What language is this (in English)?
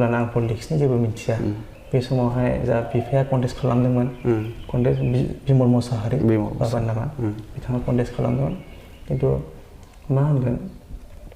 Bodo